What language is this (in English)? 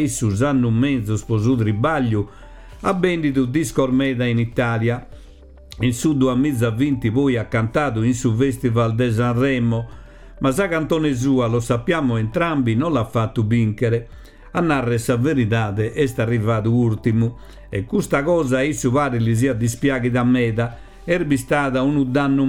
Sardinian